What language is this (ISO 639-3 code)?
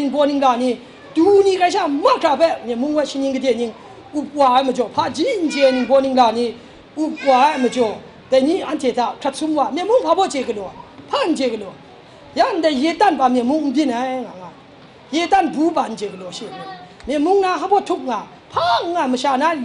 kac